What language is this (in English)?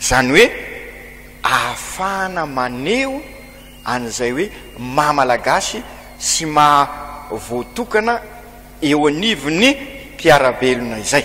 Malagasy